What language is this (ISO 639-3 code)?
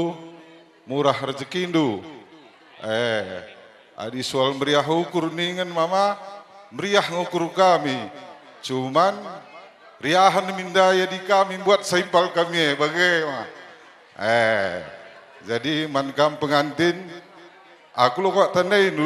btx